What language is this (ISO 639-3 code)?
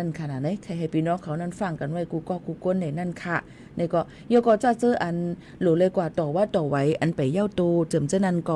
shn